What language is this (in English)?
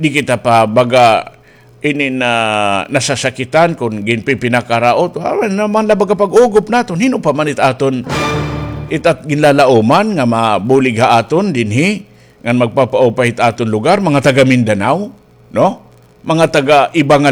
Waray